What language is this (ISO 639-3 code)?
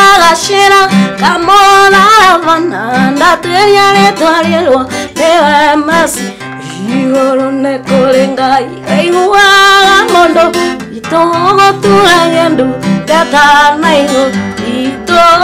kik